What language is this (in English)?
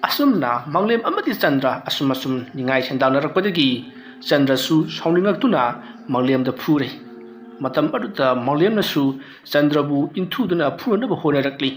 Manipuri